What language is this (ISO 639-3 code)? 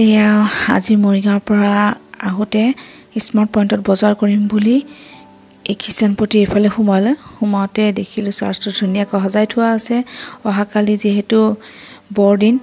asm